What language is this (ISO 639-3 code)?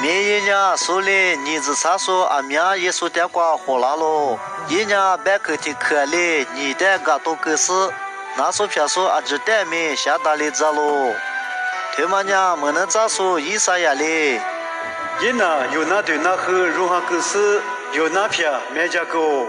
lis